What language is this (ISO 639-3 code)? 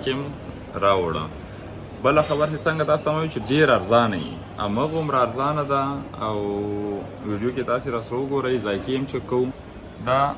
pus